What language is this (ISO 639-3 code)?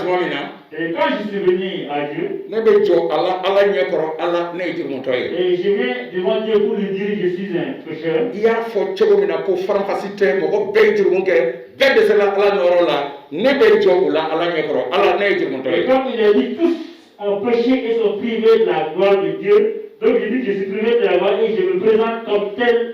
bam